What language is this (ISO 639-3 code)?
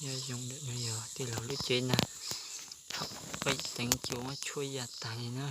hmn